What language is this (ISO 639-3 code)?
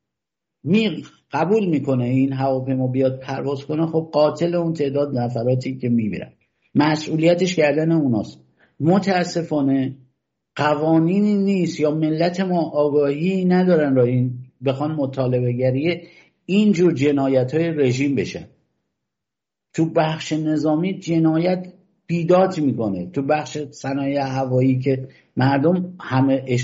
fas